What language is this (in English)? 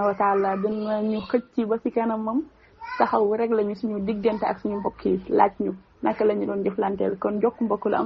Wolof